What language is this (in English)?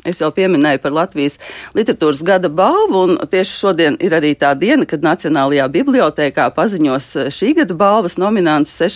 Latvian